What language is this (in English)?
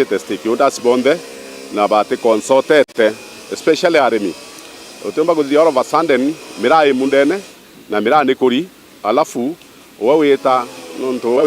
Meru